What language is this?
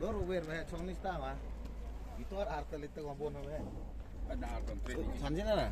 Khasi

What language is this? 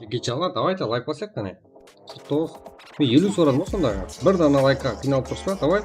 Kara-Kalpak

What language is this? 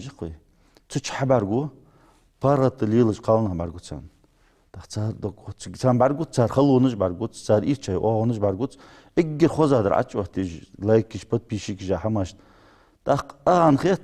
Ingush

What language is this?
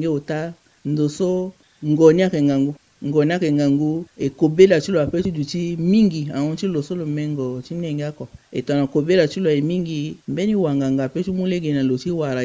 Sango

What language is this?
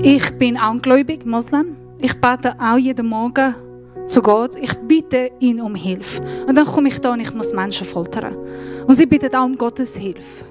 Swiss German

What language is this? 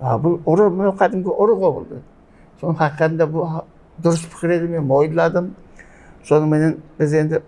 Kara-Kalpak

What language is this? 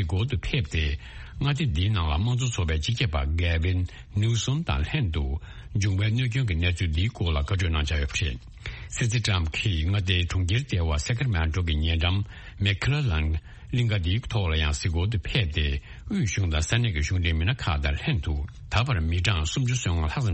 Tibetan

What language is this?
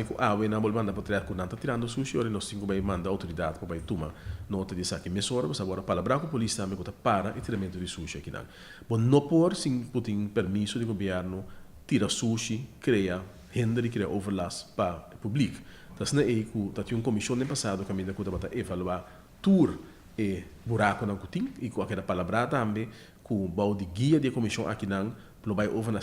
Papiamento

